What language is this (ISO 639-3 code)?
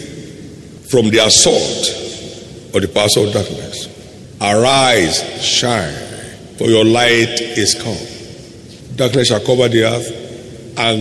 eng